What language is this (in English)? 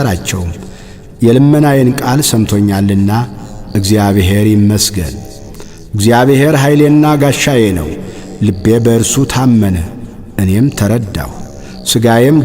Amharic